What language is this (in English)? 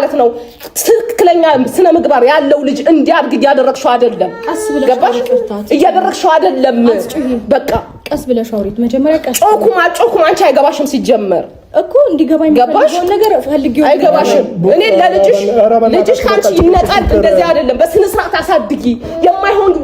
Amharic